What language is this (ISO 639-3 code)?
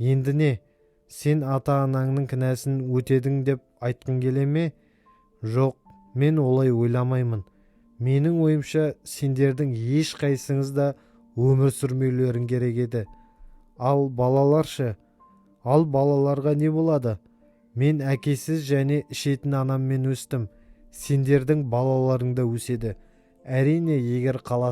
kaz